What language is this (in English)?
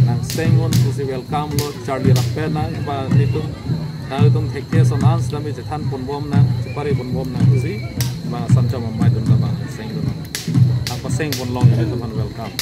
Karbi